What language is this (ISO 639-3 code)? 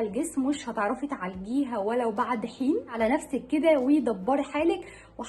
arz